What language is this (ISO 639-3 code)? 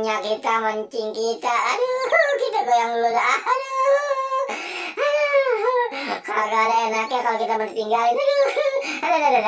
bew